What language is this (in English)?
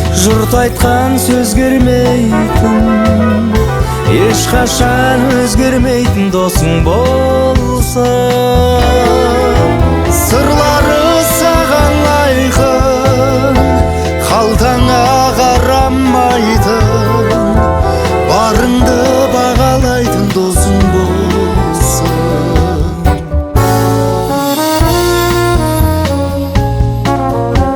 Kazakh